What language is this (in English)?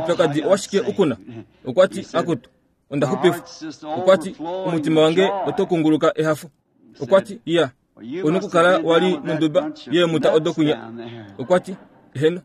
Kuanyama